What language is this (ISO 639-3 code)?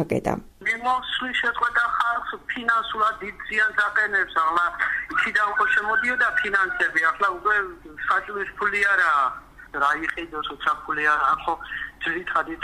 kat